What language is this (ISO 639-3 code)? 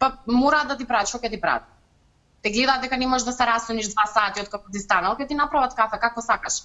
mkd